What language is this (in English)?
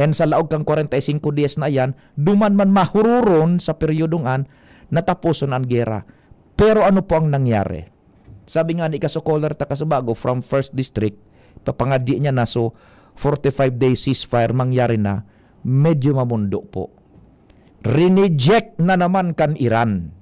Bikol